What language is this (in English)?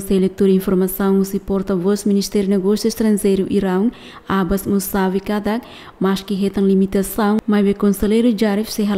Tetum